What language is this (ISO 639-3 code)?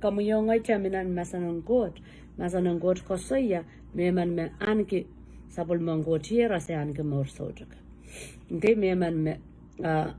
pon